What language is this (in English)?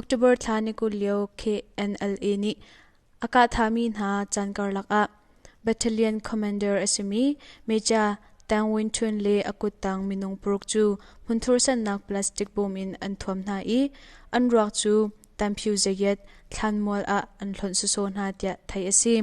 Hakha Chin